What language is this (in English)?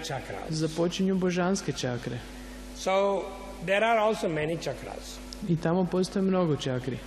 Croatian